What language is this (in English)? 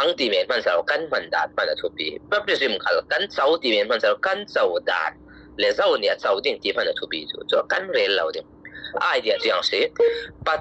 Falam Chin